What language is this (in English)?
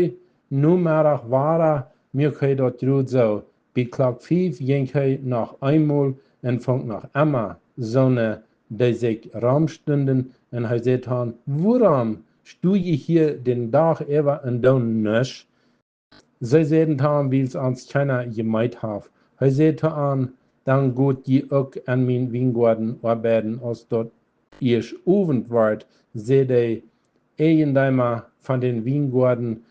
Plautdietsch